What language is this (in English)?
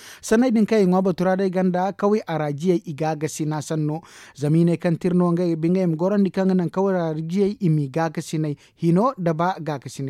Zarma